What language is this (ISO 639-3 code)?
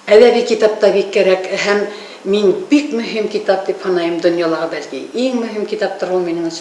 bak